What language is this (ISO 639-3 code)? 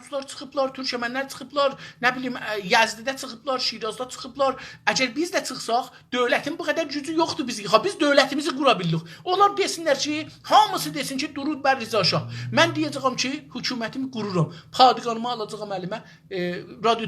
azb